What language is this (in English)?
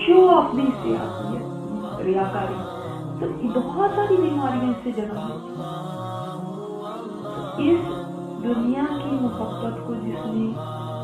Urdu